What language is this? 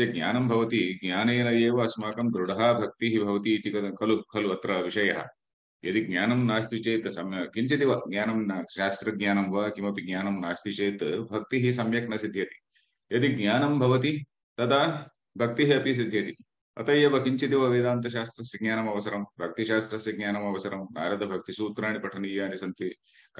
Sanskrit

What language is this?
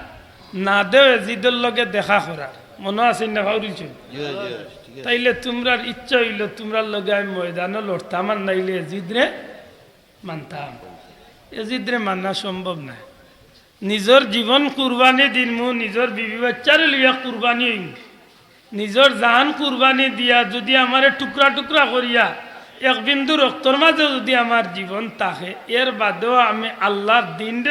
Sylheti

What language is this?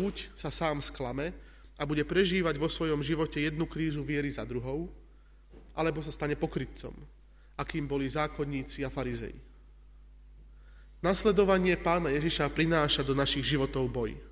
Slovak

